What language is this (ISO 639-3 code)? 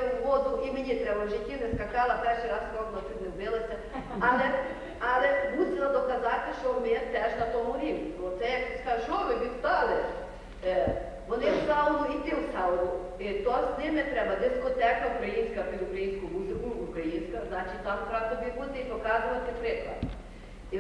ukr